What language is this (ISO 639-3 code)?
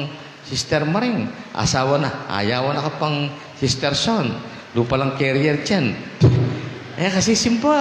pam